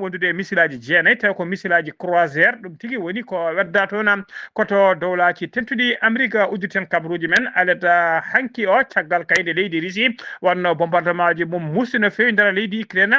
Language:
Fula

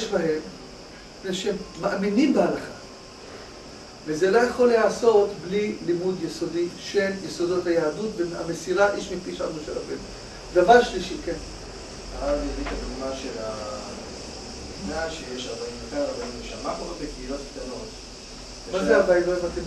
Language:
Hebrew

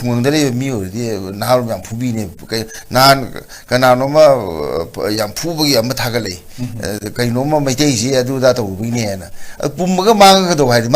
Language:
Manipuri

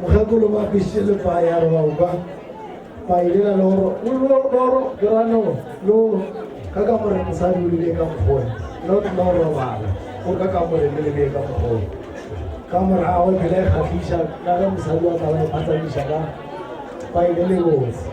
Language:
Northern Sotho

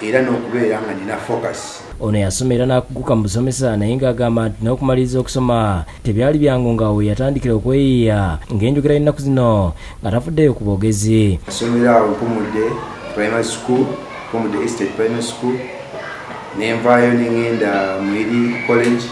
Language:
Ganda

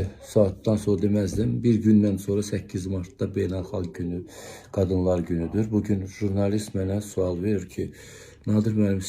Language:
Azerbaijani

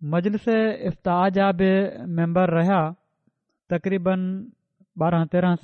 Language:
Sindhi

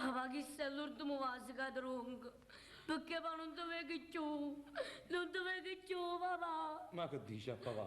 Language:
Neapolitan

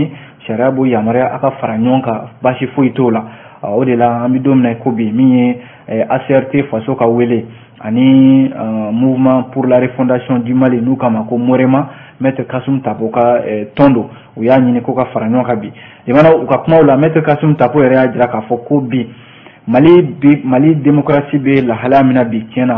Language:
Bambara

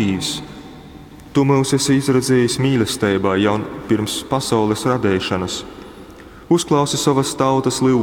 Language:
Latgalian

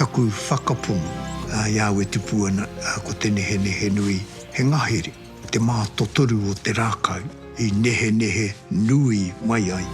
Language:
Māori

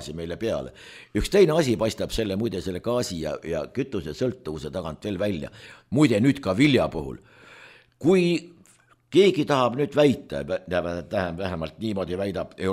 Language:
Estonian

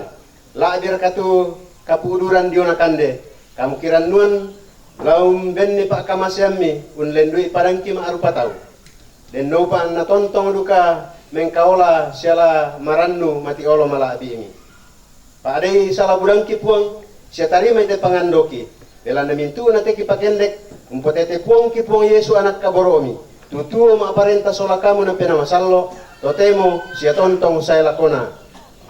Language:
Toraja-Sa'dan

